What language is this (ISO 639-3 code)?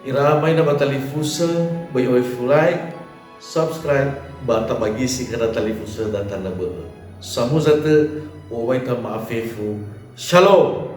nia